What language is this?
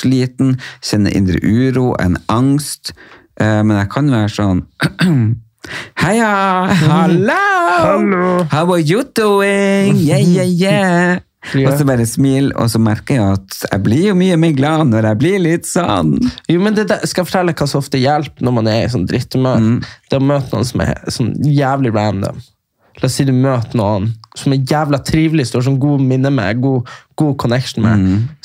Norwegian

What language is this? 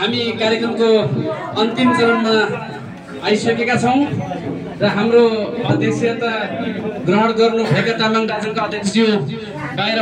Nepali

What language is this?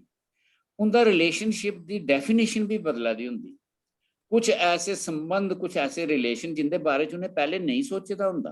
Dogri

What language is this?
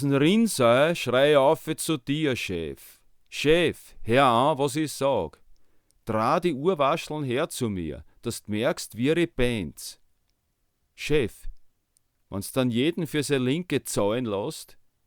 Bavarian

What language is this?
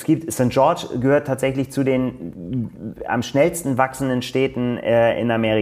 German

